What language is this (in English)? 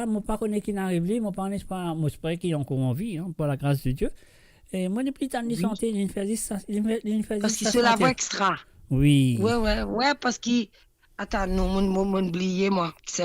Morisyen